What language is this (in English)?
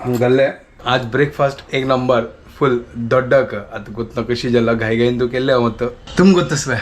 Konkani